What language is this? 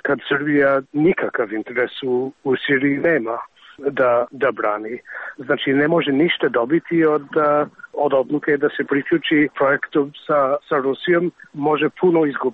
Serbian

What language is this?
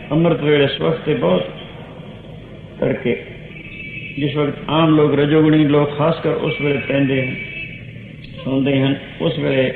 Punjabi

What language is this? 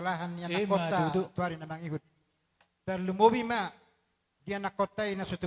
Batak Toba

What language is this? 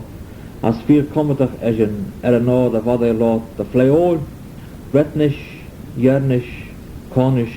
Manx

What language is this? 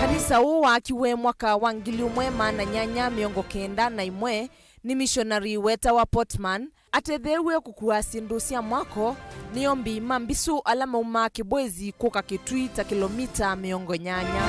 Kamba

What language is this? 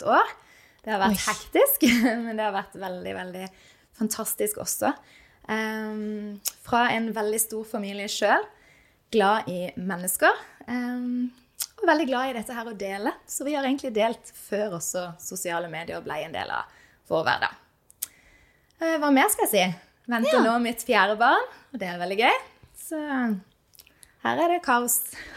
Norwegian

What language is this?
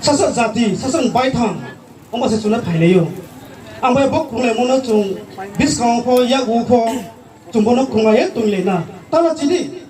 Riang (India)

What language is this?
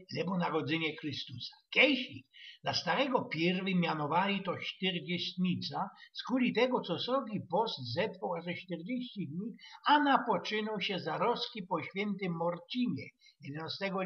Silesian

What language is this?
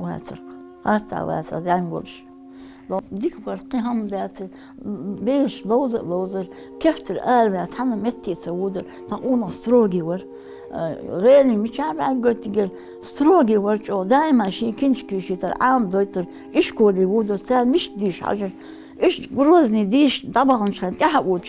Ingush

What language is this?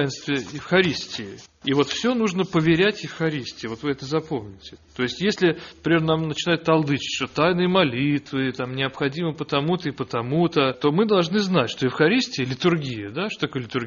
Russian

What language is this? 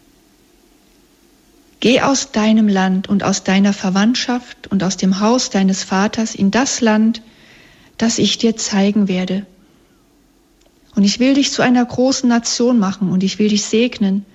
German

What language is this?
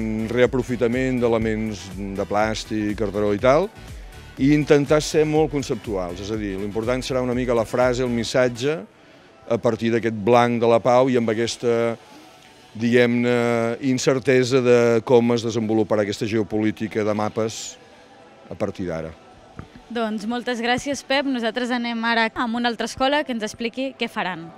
Catalan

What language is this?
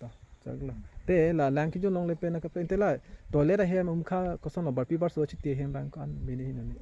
Karbi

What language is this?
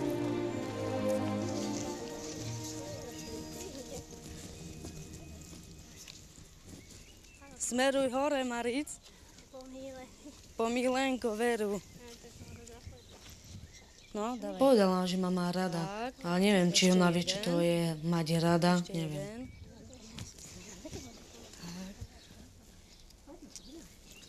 Slovak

